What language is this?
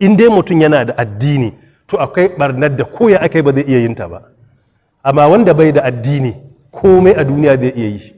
Hausa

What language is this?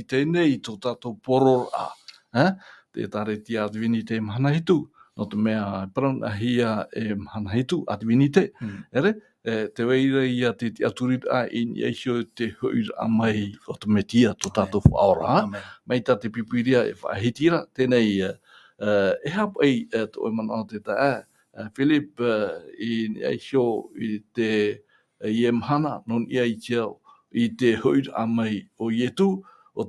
Tahitian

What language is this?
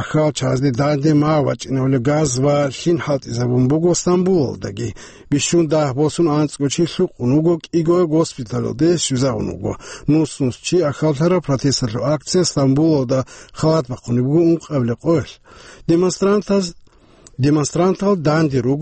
Avaric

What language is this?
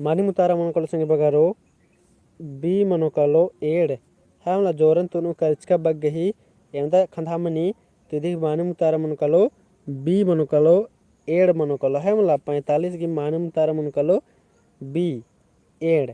Kurukh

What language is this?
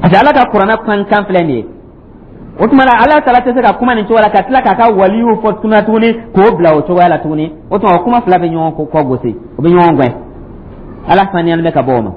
Dyula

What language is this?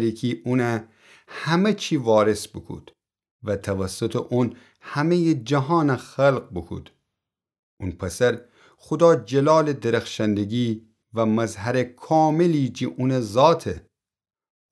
Gilaki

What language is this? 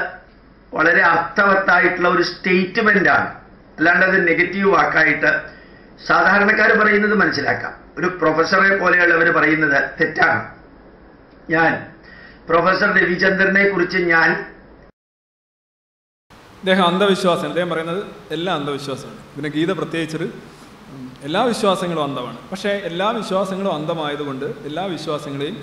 Malayalam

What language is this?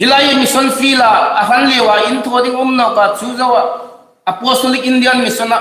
Hmar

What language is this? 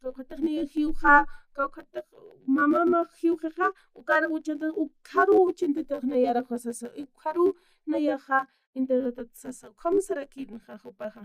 Aymara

